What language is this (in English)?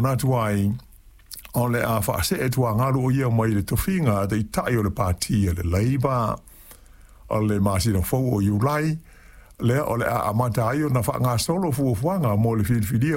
Samoan